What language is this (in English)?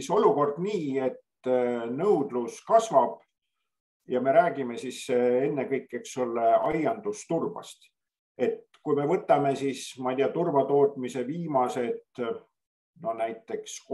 Estonian